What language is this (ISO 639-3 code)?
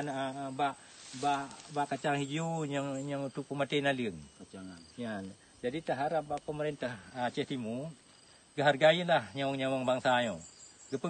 ace